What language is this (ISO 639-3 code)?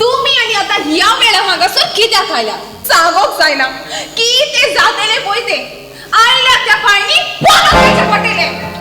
kok